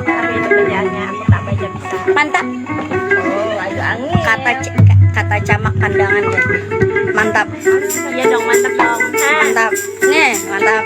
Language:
Banjar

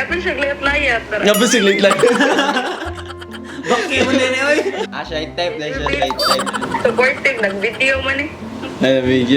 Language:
Cebuano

